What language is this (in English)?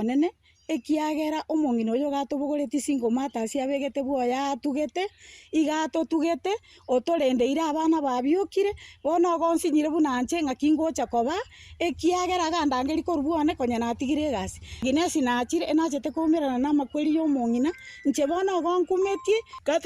Gusii